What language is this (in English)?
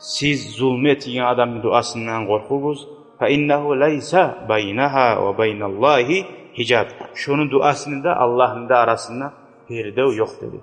Kumyk